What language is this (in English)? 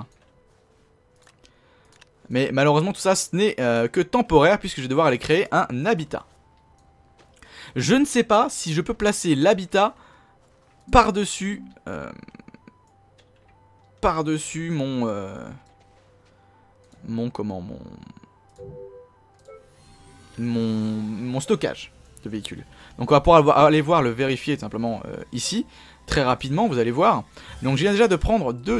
French